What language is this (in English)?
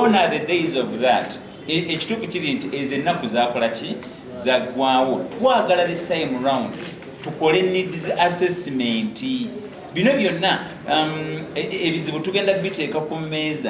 Ganda